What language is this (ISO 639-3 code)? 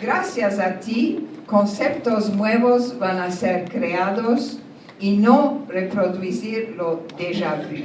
lad